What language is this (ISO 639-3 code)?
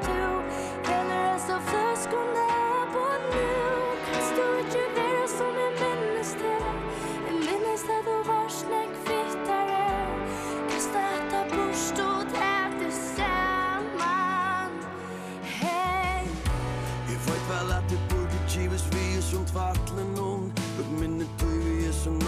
fao